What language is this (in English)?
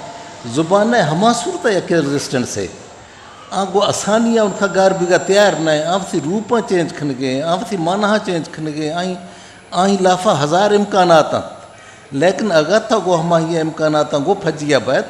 Eastern Balochi